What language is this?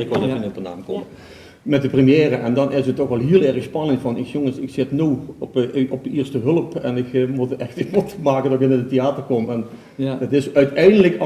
Limburgish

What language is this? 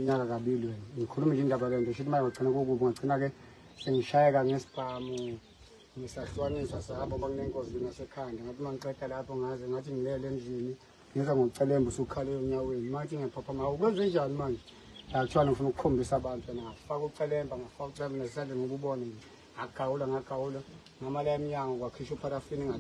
Zulu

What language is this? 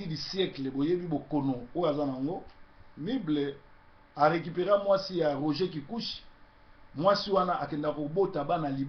Lingala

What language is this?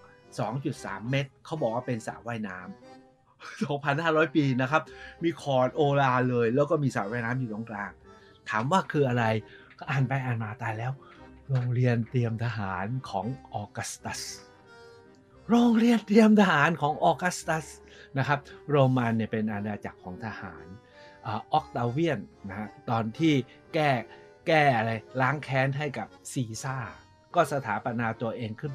Thai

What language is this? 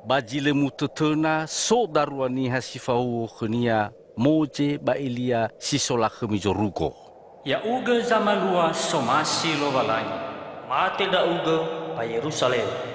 Nias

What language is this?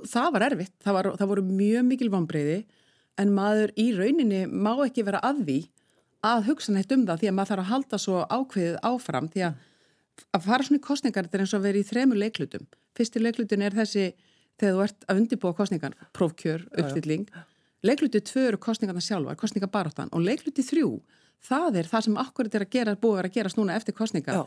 Icelandic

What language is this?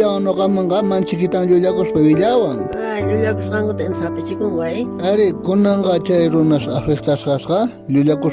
South Bolivian Quechua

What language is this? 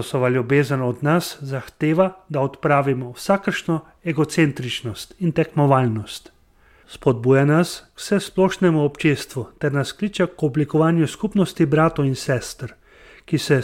Slovenian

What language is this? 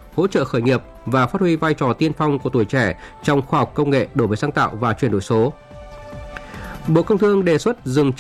Vietnamese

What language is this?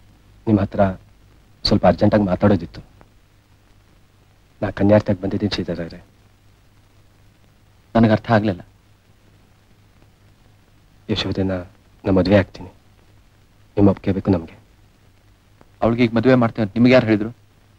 Kannada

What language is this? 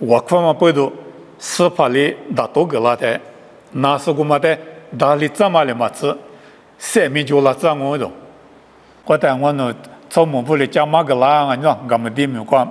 Lisu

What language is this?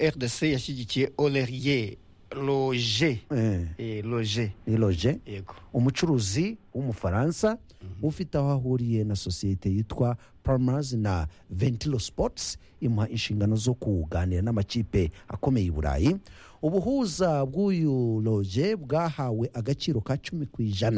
Kinyarwanda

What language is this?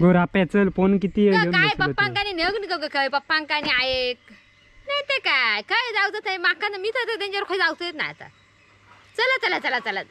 Konkani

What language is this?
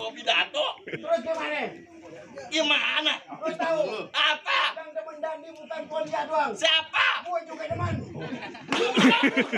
Betawi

